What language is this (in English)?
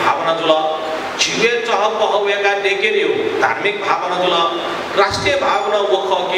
Newari